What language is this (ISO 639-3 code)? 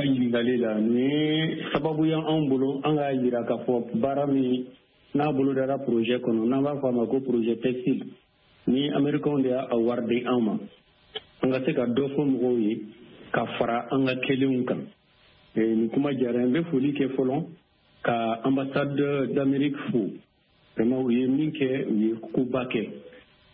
bam